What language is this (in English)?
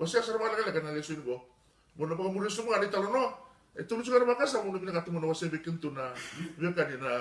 Fijian